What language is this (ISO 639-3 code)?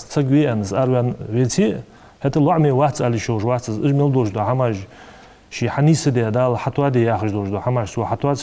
inh